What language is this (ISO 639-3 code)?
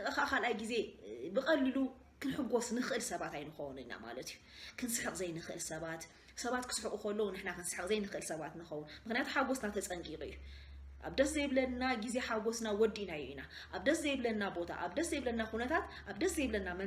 tir